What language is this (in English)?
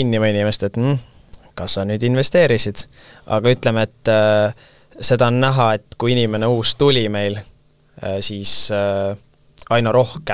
Estonian